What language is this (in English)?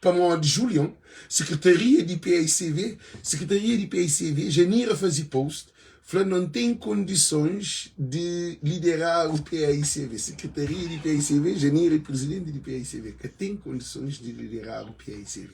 Kabuverdianu